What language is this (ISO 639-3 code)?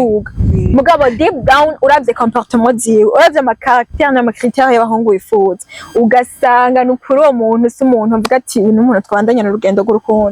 run